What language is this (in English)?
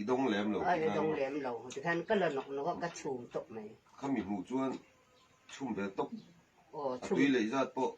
Mizo